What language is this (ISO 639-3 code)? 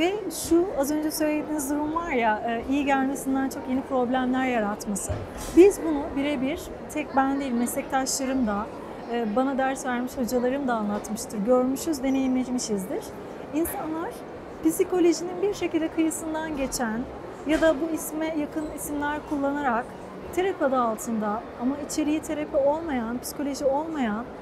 tur